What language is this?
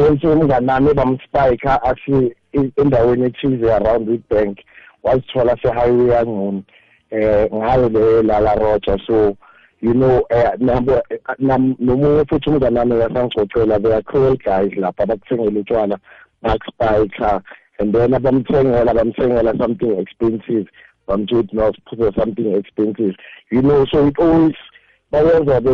South Ndebele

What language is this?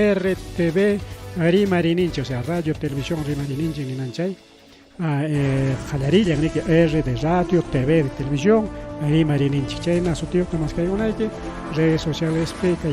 Ayacucho Quechua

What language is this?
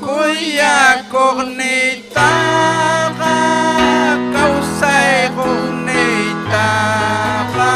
Ayacucho Quechua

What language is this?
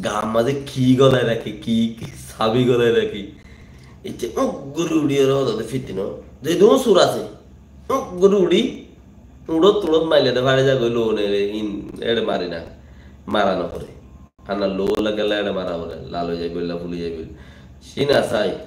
Rohingya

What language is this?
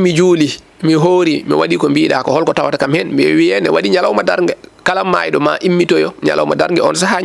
Fula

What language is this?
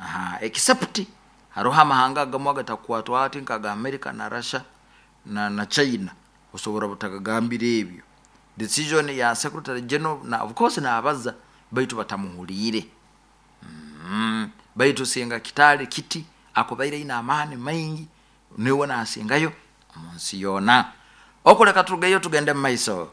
Nyoro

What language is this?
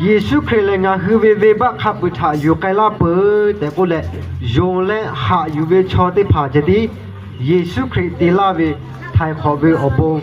Lahu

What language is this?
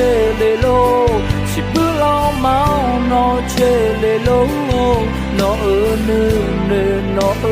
Akha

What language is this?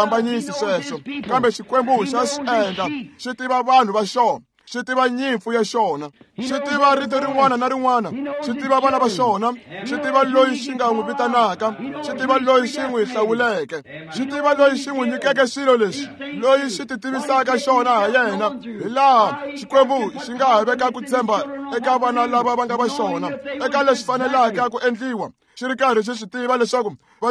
Tsonga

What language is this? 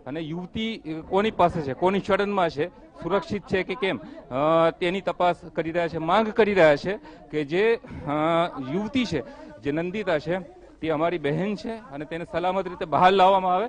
Gujarati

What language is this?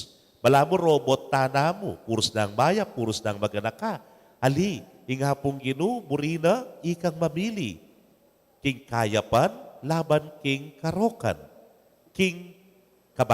Pampanga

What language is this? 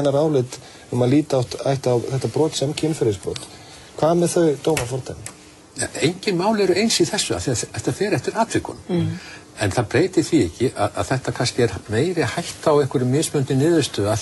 Icelandic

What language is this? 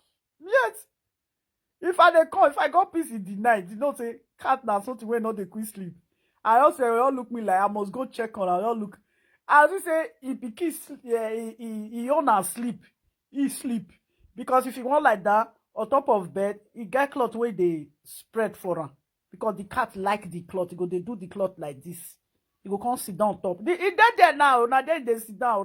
Nigerian Pidgin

